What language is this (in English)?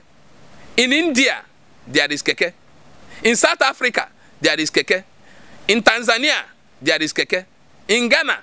Igbo